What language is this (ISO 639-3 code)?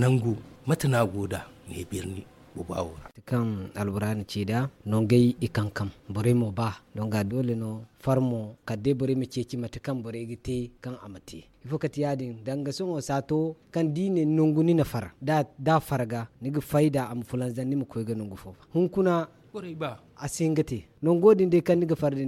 dje